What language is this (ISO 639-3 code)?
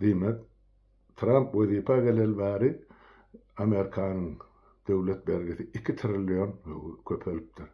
tuk